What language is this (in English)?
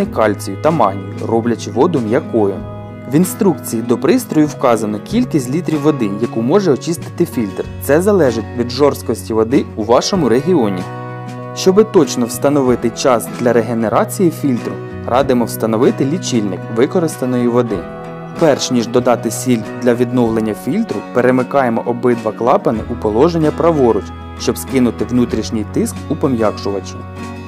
Ukrainian